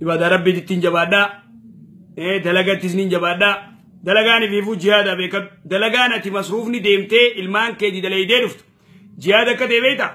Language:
Oromo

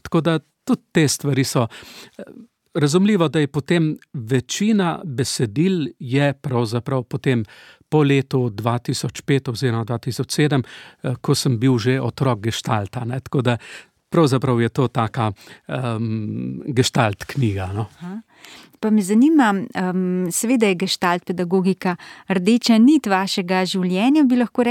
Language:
Slovenian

